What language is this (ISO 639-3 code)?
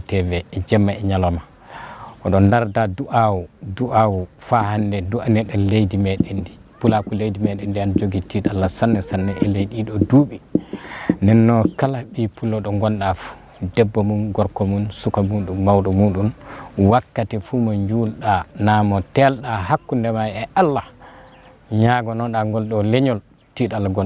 ful